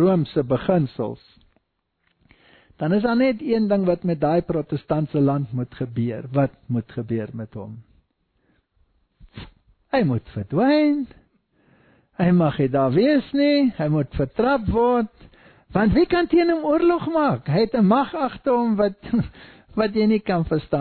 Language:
Afrikaans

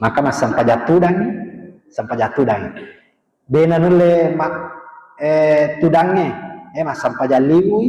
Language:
Buginese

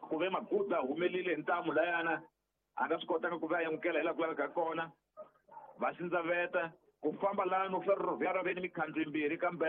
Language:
Tsonga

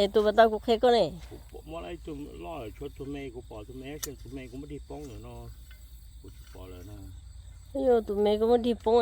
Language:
Hmong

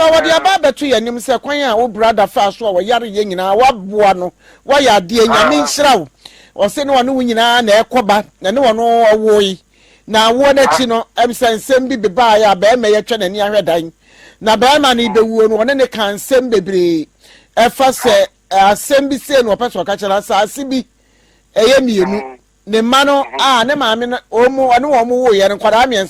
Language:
Akan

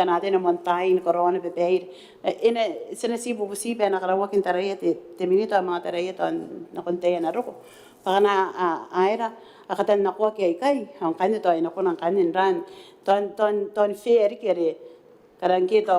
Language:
Gilbertese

